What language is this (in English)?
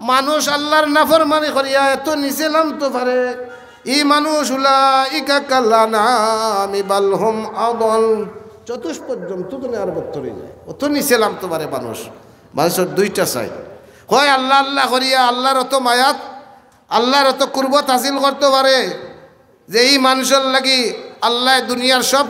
Sylheti